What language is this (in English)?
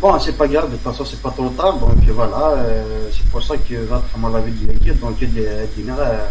Kabyle